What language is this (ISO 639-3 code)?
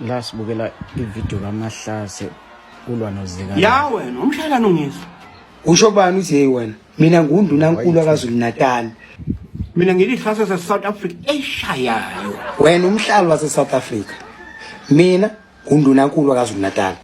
zul